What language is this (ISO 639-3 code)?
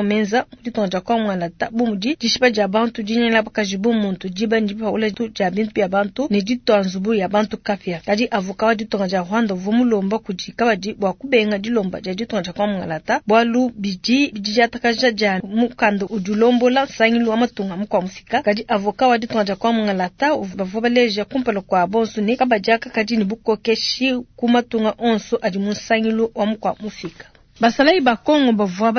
lua